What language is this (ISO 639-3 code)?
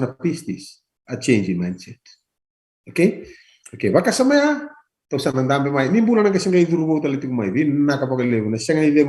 fij